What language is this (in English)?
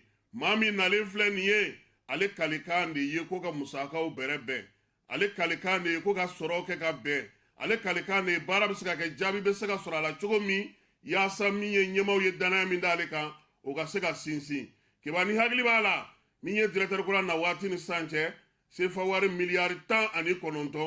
Bambara